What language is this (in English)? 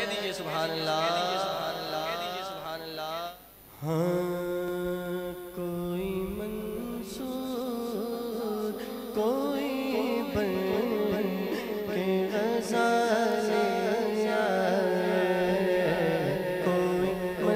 Urdu